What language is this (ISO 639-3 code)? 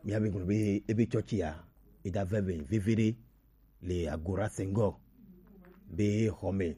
gej